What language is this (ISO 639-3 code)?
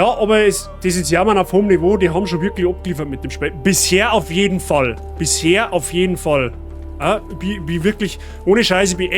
bar